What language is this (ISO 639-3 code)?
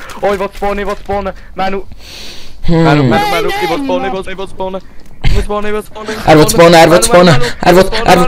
gsw